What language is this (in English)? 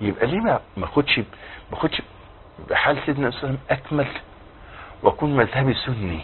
Egyptian Arabic